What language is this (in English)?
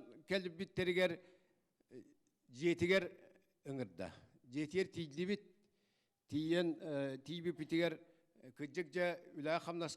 Yakut